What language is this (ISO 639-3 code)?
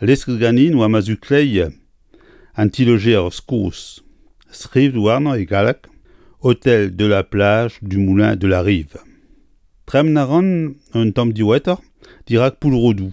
bre